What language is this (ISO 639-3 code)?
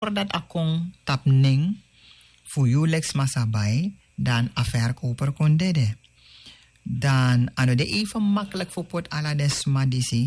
srn